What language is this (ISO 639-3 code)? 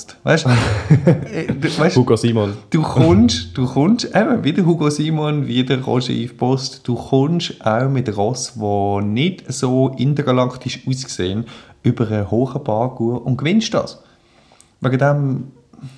deu